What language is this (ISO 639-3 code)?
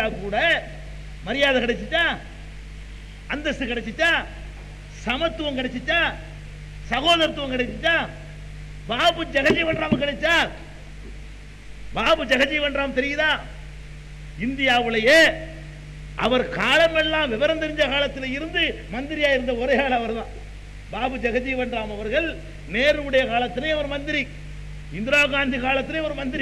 tam